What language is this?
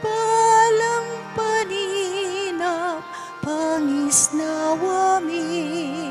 Pampanga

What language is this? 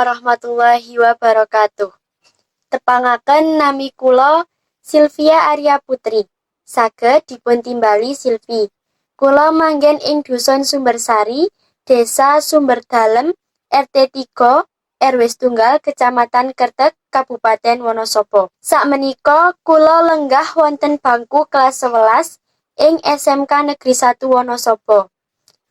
Javanese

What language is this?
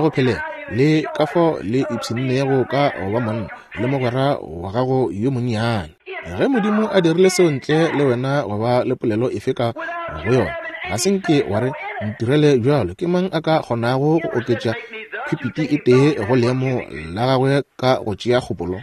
Northern Sotho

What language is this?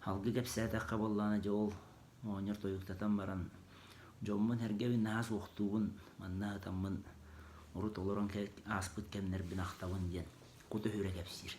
Yakut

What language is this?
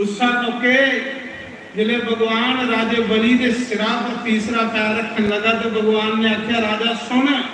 Dogri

